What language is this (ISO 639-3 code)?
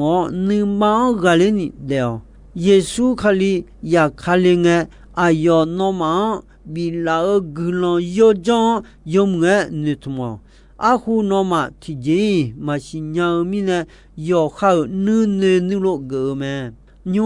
ahk